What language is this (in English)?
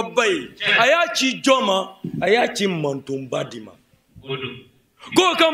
Bambara